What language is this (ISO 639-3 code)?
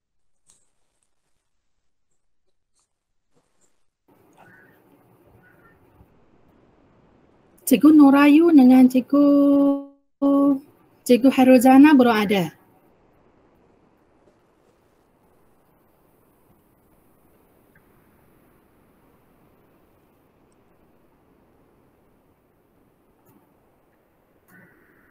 msa